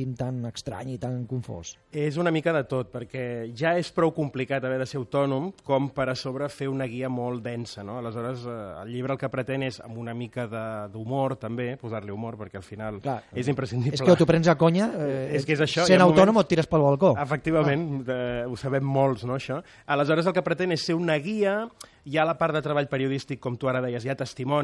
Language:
Catalan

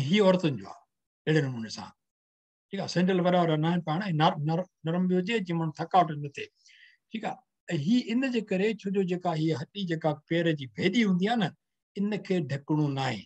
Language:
Sindhi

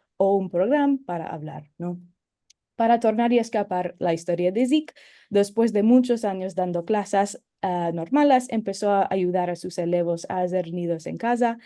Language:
Ladino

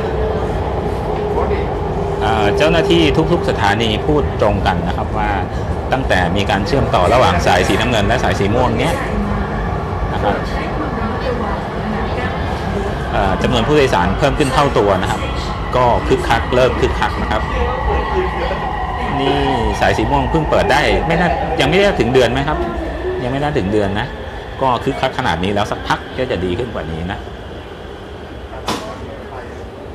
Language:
Thai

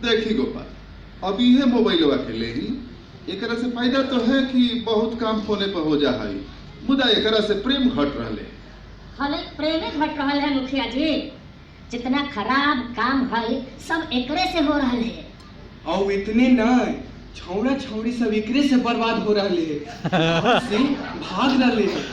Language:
Magahi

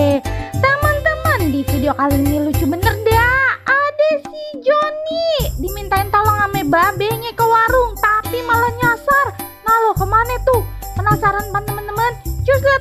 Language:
Betawi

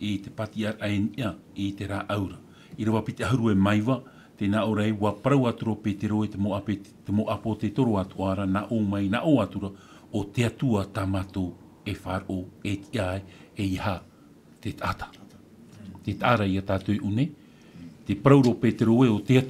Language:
Tahitian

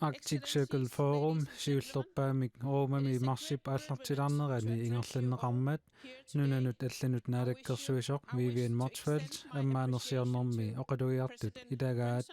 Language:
Kalaallisut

